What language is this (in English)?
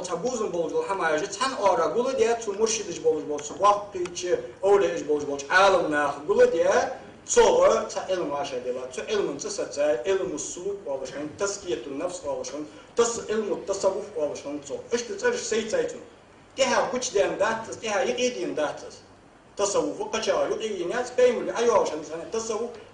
Ingush